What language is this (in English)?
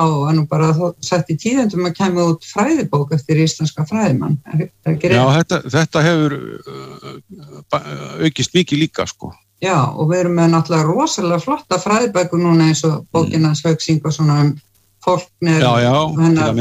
Icelandic